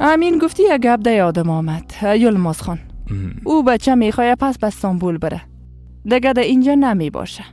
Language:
Persian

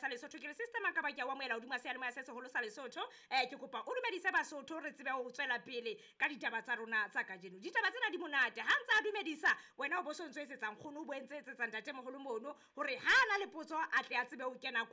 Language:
Southern Sotho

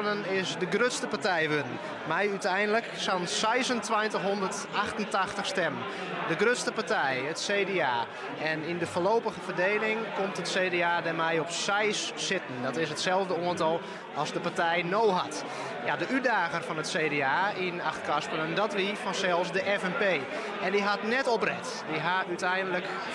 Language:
Western Frisian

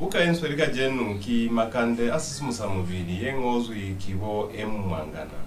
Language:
Lozi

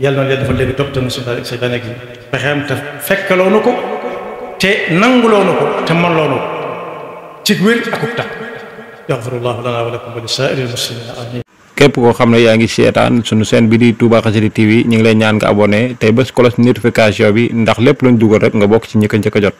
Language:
Wolof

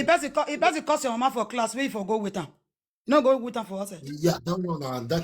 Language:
Nigerian Pidgin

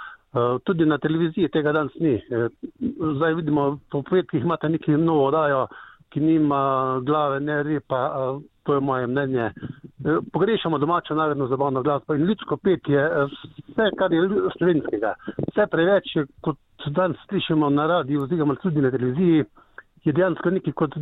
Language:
Slovenian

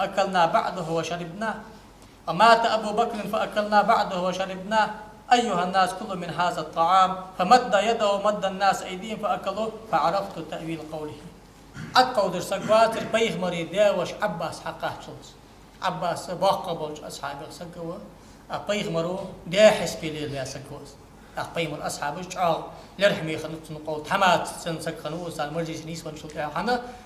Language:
Ingush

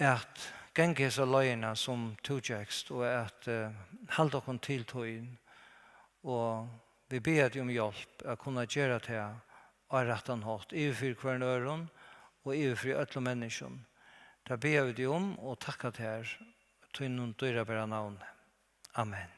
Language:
Faroese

